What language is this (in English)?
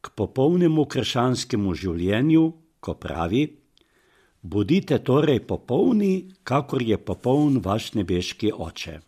Slovenian